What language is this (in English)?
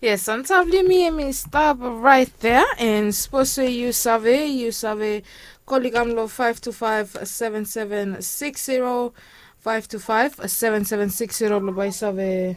Bislama